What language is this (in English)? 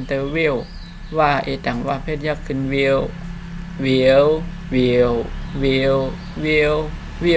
Shan